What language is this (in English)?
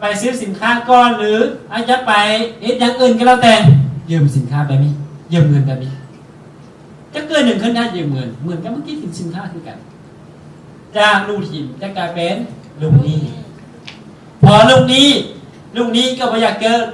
Lao